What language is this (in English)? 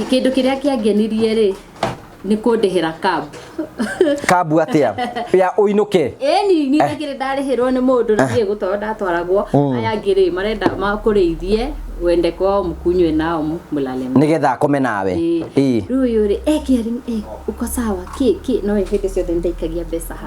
Kikuyu